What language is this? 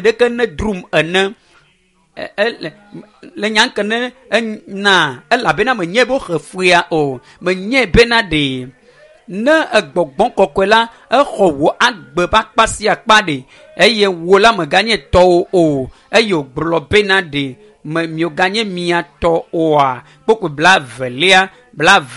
Ewe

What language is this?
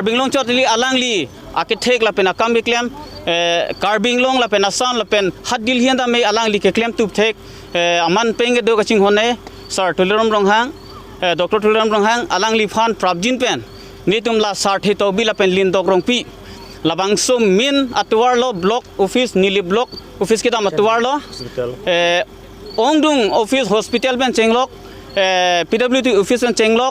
Karbi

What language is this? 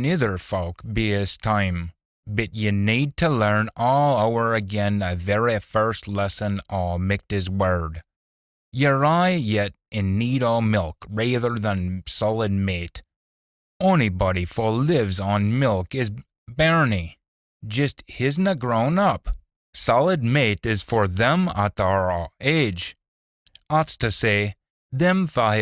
Scots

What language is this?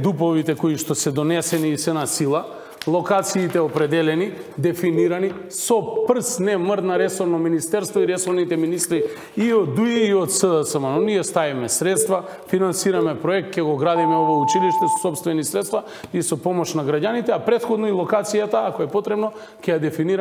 Macedonian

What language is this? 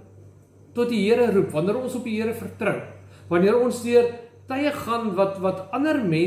Afrikaans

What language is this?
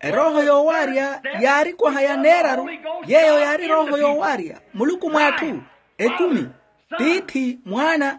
Makhuwa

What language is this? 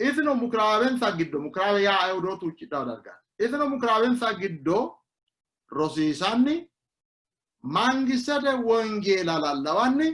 Sidamo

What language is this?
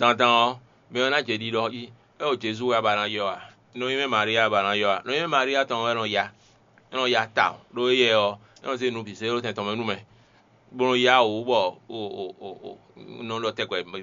Fon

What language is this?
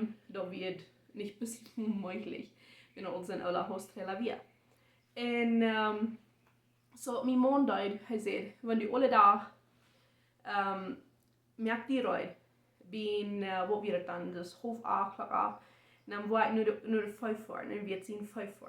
Plautdietsch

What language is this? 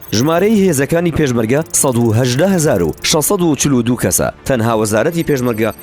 Central Kurdish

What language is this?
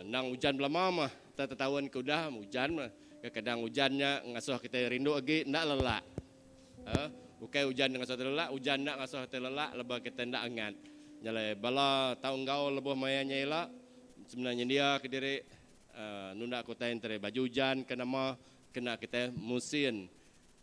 Iban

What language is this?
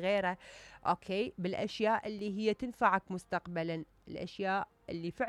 Mesopotamian Arabic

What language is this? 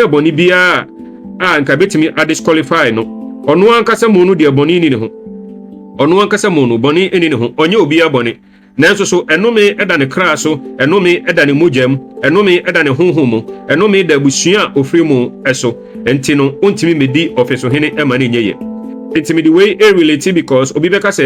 Akan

